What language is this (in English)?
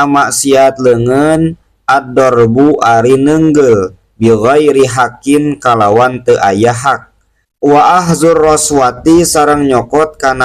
Sundanese